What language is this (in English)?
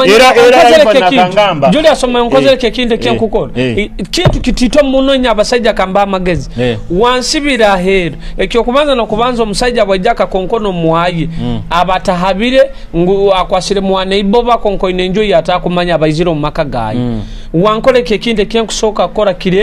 Nyoro